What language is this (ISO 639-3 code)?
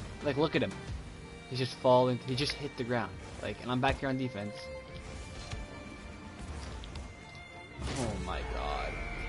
eng